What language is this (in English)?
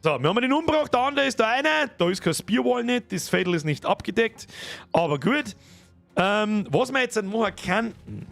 Bavarian